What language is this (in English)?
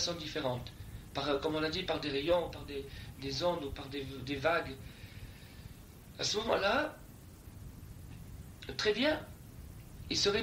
French